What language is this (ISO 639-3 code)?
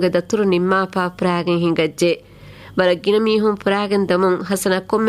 div